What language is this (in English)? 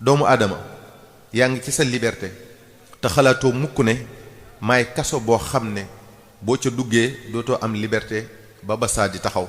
Wolof